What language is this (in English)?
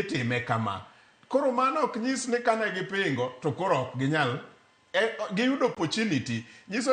Luo (Kenya and Tanzania)